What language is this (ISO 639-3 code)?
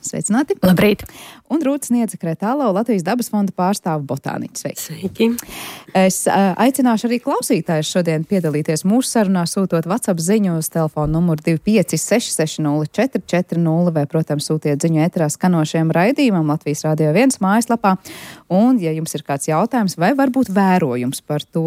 lav